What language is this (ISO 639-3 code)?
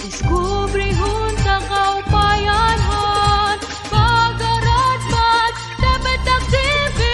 war